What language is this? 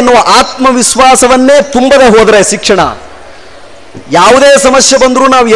Kannada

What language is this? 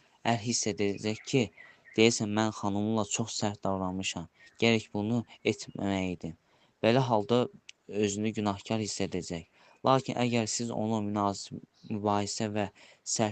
Azerbaijani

